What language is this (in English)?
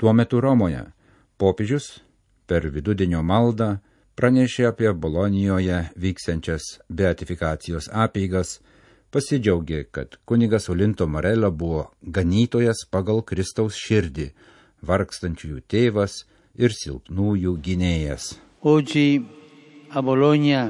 Lithuanian